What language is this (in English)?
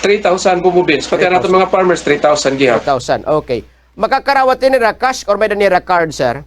Waray